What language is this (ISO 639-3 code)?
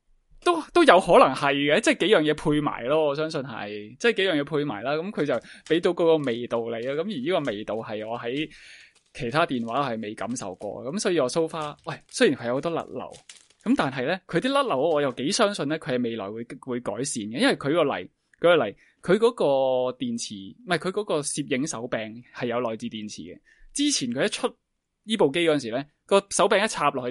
yue